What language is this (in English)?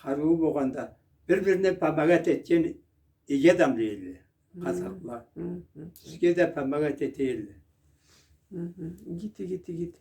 Karachay-Balkar